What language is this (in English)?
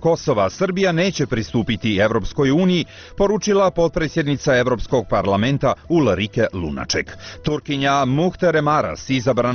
Bosnian